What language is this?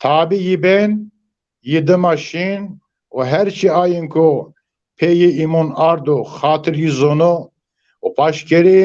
Zaza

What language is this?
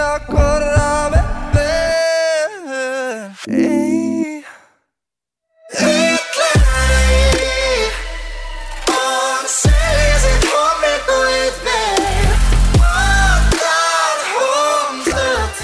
Estonian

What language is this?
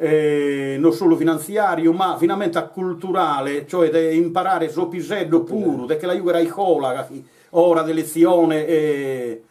Sardinian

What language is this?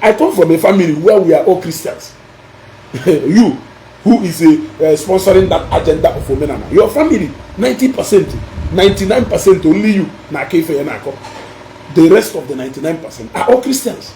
Igbo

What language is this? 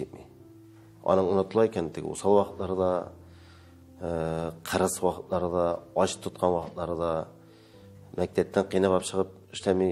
Tatar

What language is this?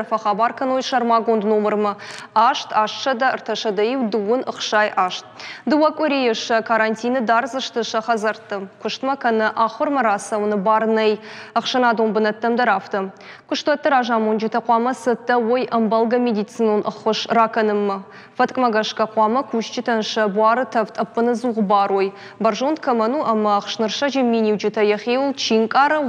Ossetic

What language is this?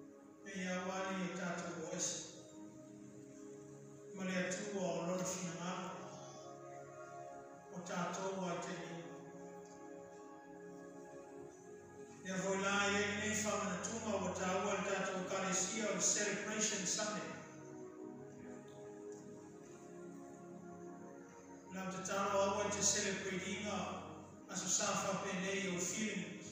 Samoan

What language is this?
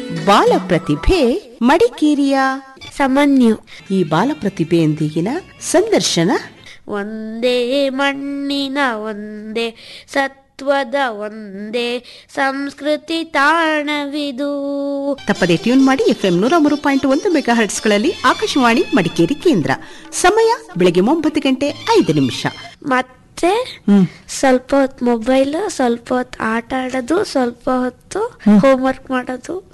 Kannada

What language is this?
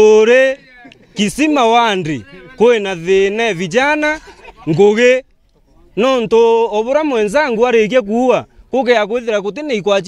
Meru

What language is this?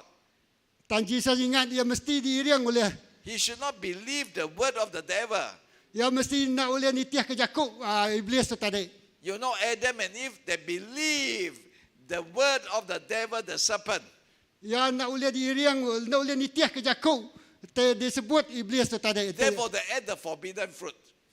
Iban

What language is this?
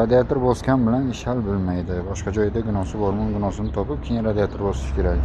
Uzbek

